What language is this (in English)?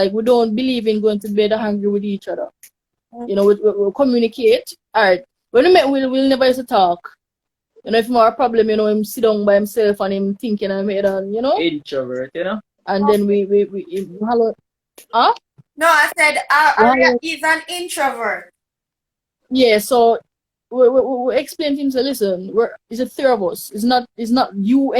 Jamaican Creole English